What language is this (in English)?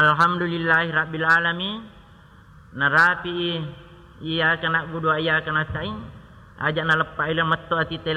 Buginese